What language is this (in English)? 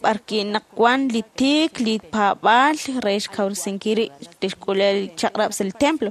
Kekchí